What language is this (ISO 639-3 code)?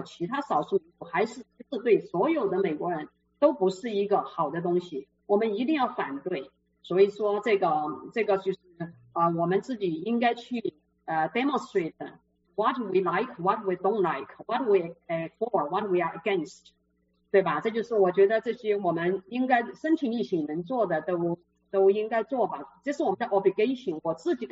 zho